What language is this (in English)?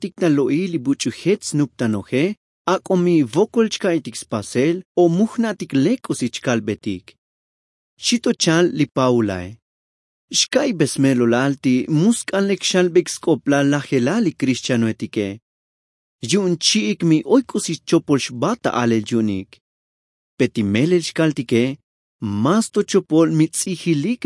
Tzotzil